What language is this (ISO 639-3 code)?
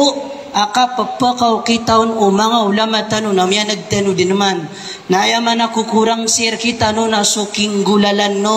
mrw